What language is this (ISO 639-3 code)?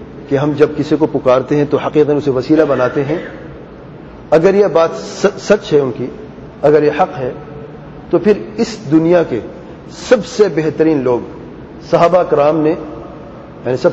urd